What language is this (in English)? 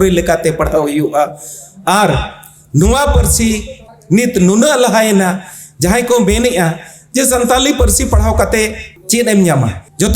Santali